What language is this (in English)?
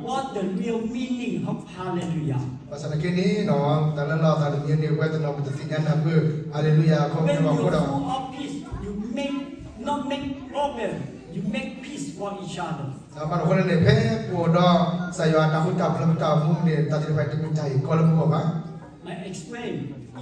S'gaw Karen